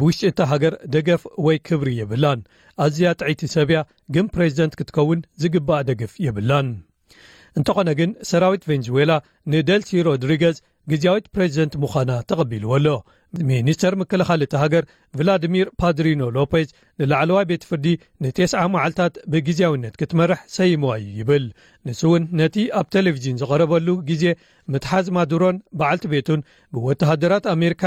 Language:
Tigrinya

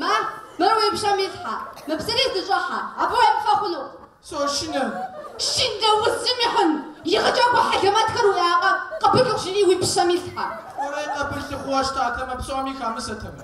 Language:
Kabardian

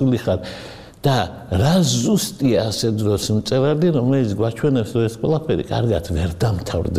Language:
Georgian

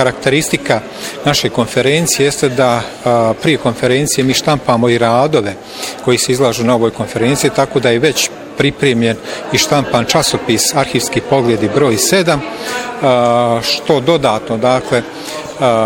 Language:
Bosnian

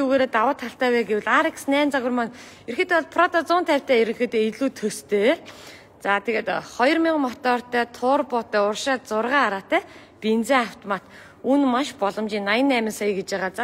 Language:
Mongolian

